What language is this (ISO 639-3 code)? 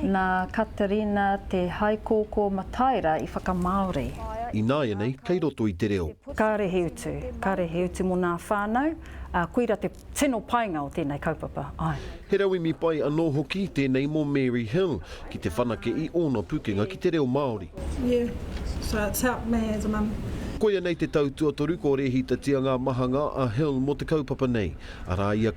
mri